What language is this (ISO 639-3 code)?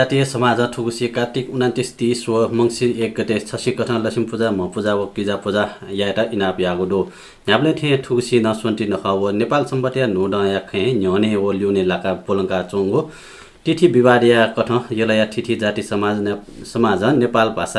new